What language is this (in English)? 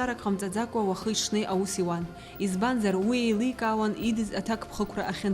Abkhazian